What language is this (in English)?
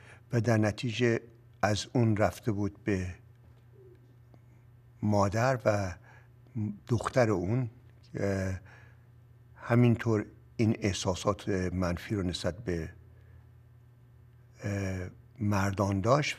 Persian